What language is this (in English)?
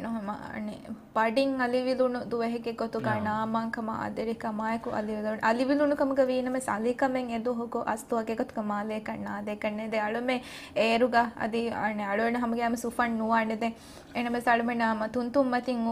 Divehi